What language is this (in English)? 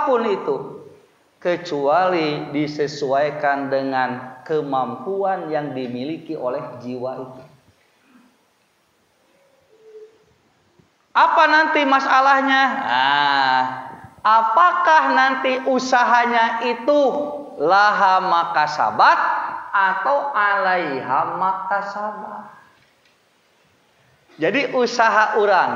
Sundanese